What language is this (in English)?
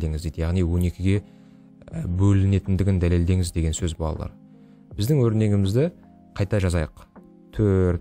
Kazakh